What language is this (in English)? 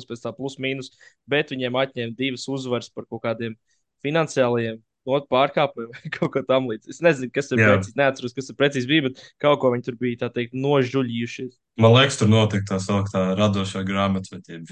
Latvian